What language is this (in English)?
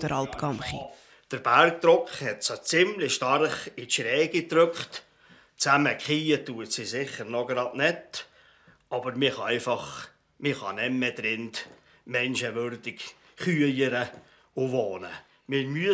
Swiss German